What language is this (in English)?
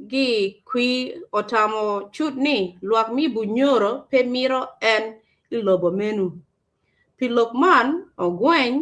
Acoli